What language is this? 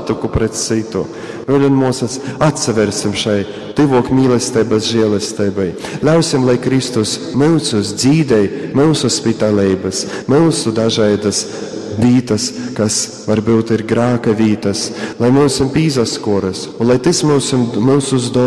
Latgalian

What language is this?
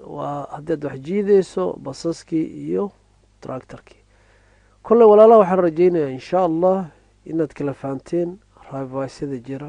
Somali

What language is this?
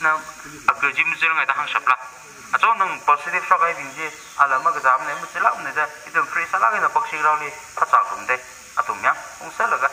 Tangkhul Naga (India)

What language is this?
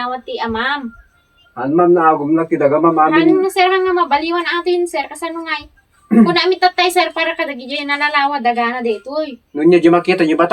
Iloko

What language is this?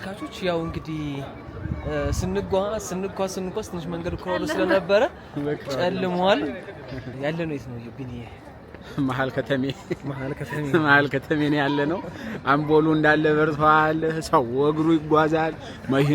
Amharic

